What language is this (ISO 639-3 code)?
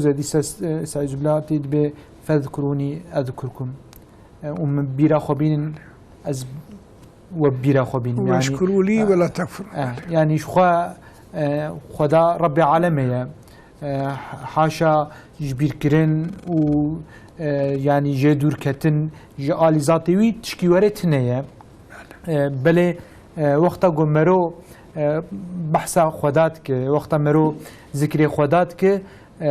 kur